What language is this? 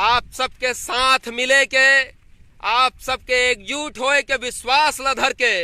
Chhattisgarhi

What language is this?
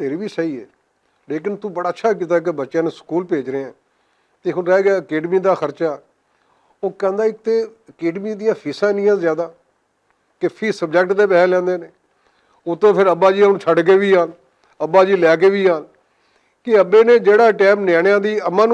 Western Panjabi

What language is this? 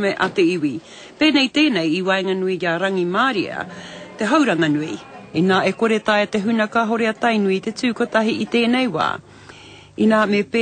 Māori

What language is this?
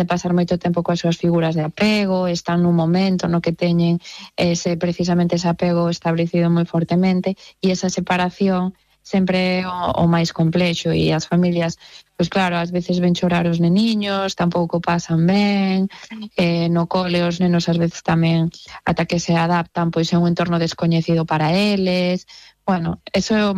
Galician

